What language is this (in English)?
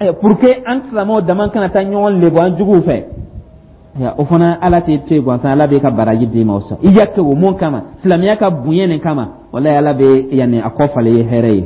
Dyula